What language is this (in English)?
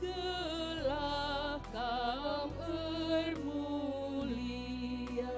Batak Karo